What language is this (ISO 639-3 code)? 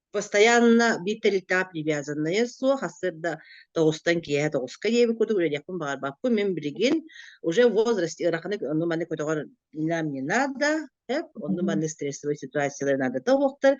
sah